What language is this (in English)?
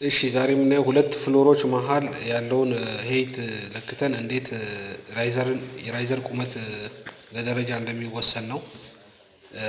Amharic